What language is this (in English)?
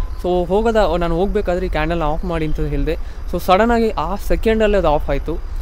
Kannada